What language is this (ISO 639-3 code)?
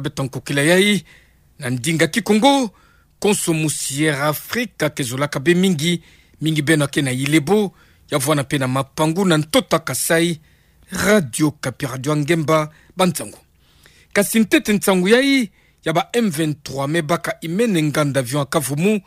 ktu